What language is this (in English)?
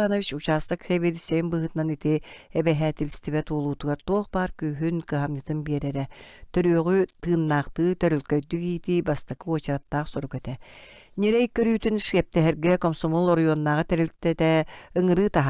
Yakut